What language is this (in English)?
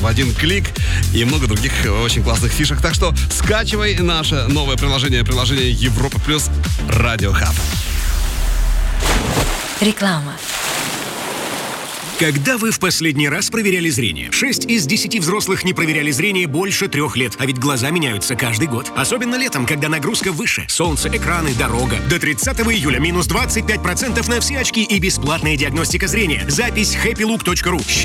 Russian